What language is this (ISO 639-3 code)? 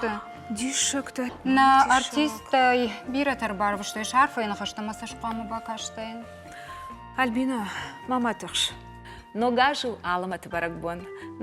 oss